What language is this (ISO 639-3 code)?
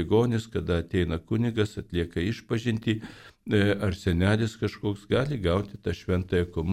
lit